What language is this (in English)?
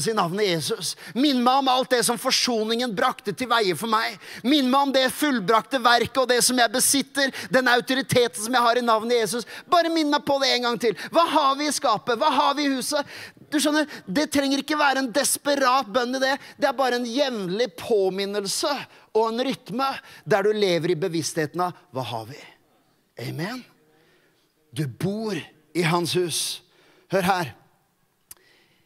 Norwegian